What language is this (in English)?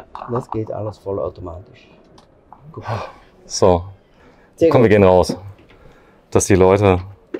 German